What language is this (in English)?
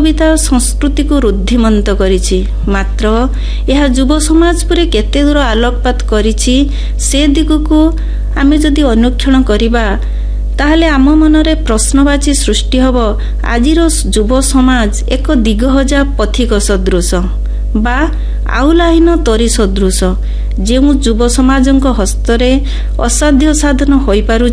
Odia